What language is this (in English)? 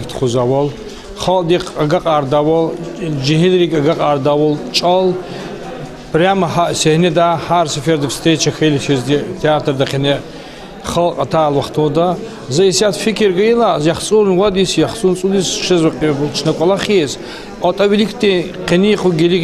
Lezghian